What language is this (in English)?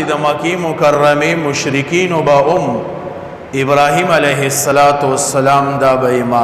Pashto